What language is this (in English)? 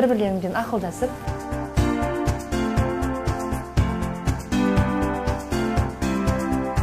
Kazakh